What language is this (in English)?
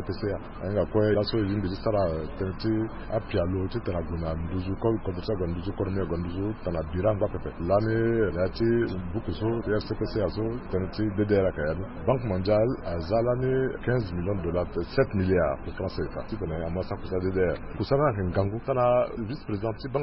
Sango